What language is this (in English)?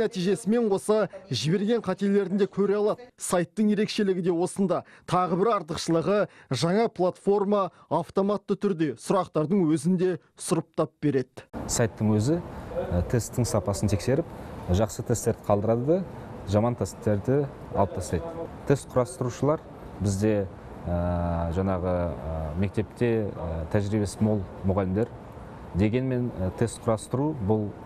Kazakh